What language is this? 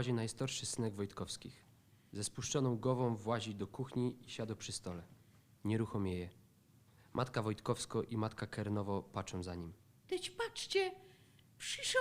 Silesian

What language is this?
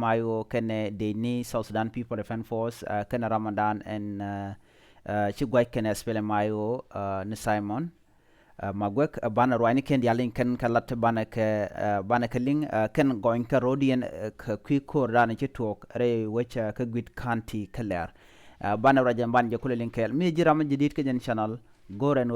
Nuer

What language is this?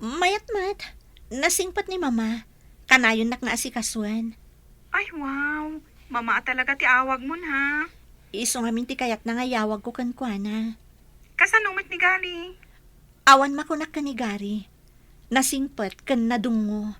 Iloko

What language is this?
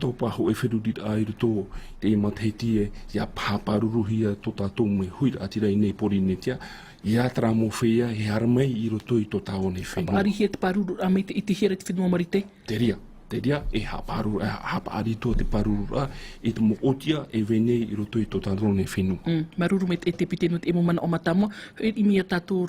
Tahitian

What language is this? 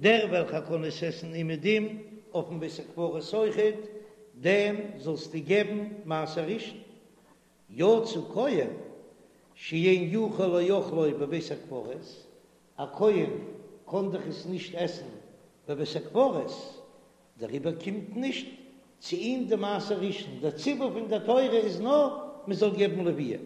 Yiddish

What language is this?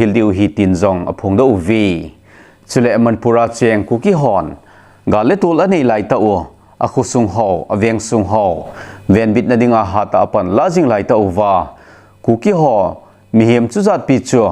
Thado Chin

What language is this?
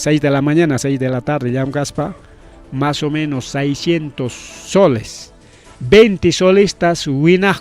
Ayacucho Quechua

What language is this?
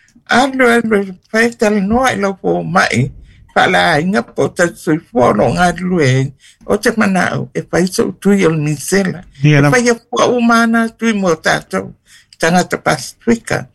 Samoan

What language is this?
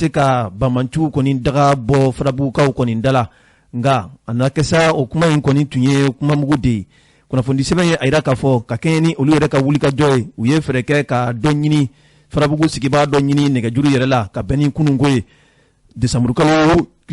Bambara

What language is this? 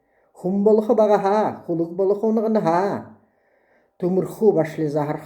Buriat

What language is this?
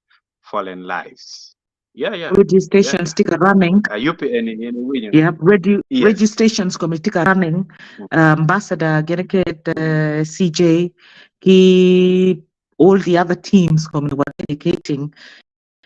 Acoli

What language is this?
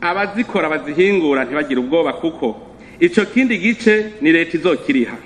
Rundi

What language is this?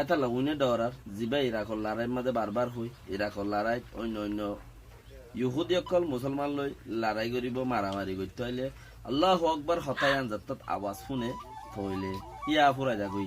Rohingya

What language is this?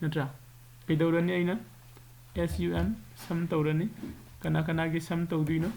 Manipuri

